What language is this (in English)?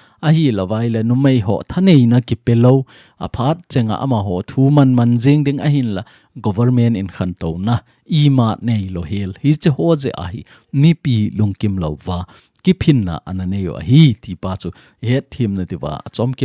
Thado Chin